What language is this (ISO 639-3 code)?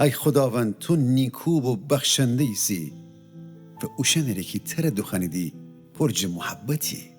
glk